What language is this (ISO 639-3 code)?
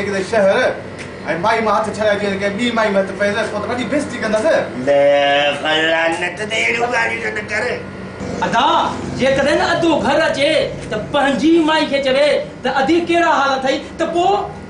snd